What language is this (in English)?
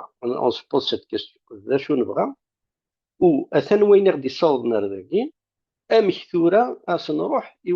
Kabyle